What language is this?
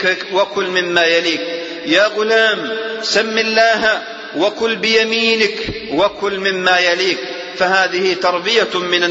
Arabic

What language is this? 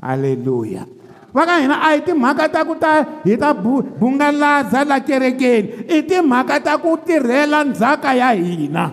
Tsonga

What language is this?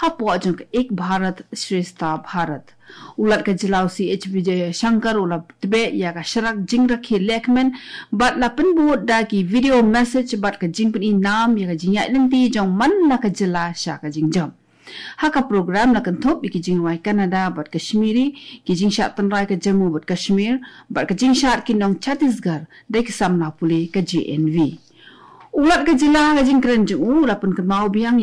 Khasi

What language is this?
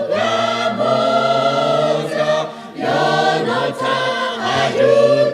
Lahu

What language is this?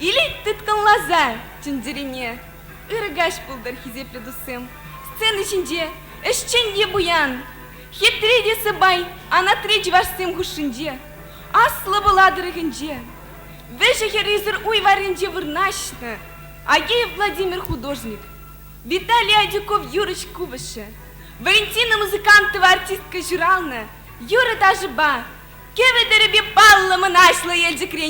Chuvash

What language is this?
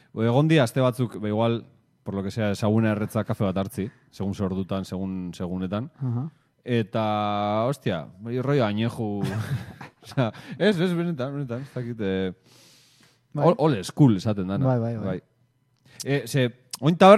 Basque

